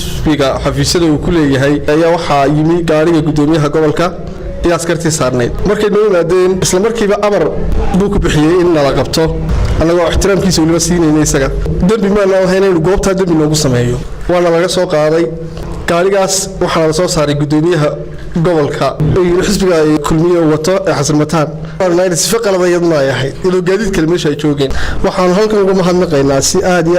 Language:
Somali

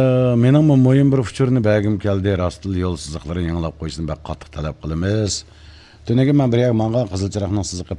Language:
Uyghur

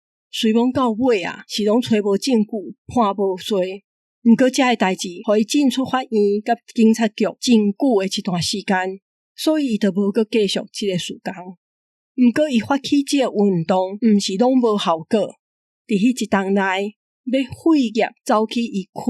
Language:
Min Nan Chinese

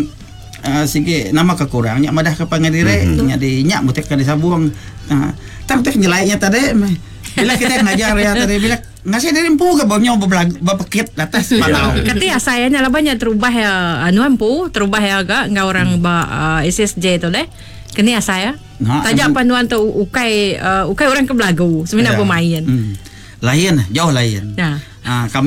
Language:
Iban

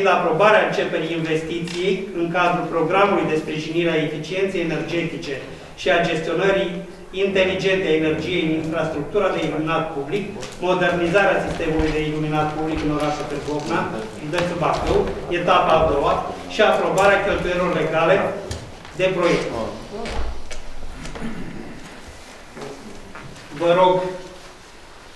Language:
Romanian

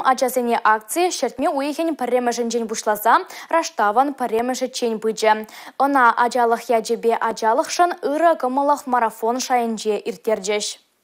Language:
Chuvash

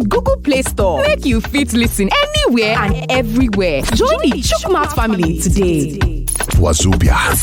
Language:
Nigerian Pidgin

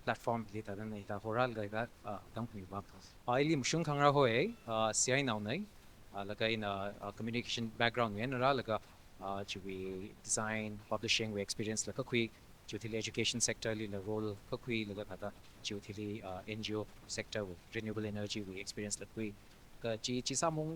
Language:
Tangkhul Naga (India)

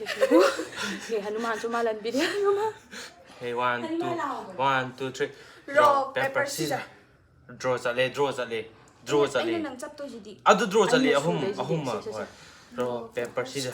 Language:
Manipuri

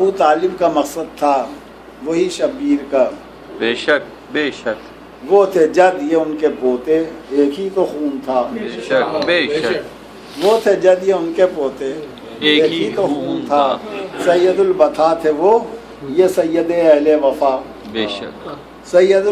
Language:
Urdu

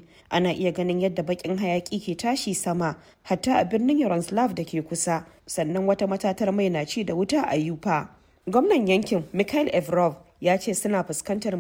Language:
Hausa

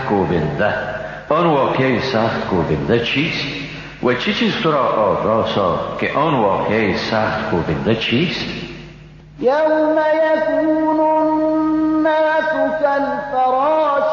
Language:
Persian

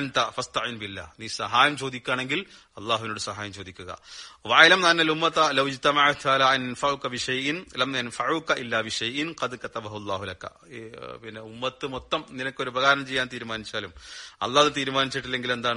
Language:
Malayalam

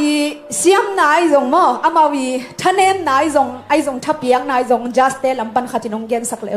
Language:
Tedim Chin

